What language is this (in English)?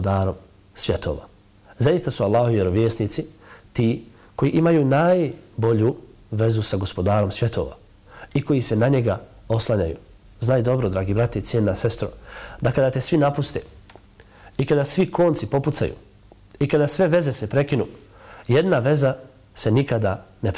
Bosnian